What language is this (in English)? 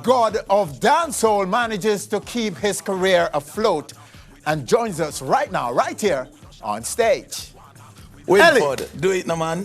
Jamaican Creole English